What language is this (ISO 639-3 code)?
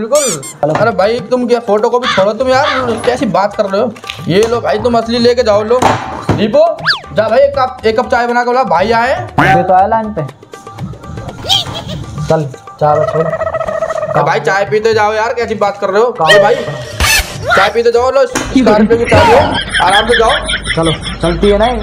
hin